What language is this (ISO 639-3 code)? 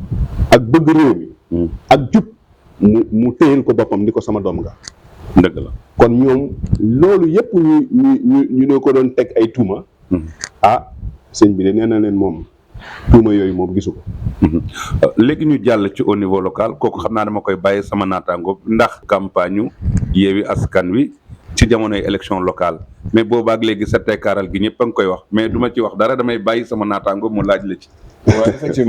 wol